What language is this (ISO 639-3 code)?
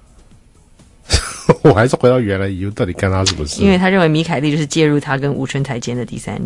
zho